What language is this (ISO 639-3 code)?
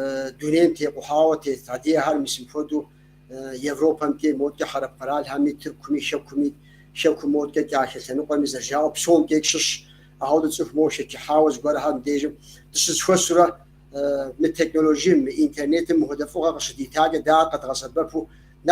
kbd